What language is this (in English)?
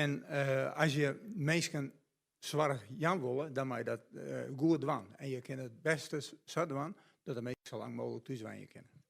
Western Frisian